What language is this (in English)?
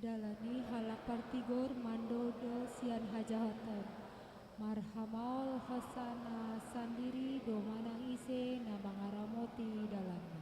Batak Toba